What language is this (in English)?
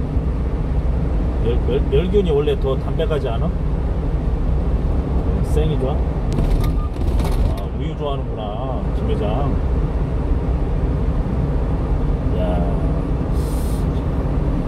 Korean